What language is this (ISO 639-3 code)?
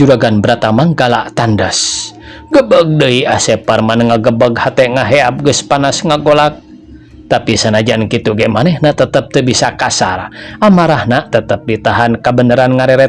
sun